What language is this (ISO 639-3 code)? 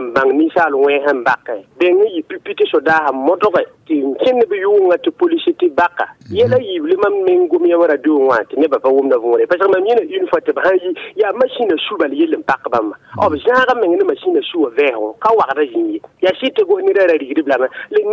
mos